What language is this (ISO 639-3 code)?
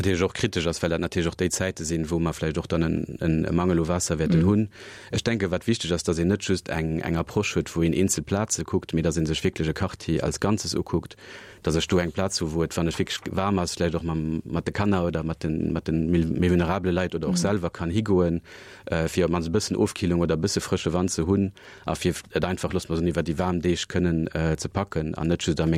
ltz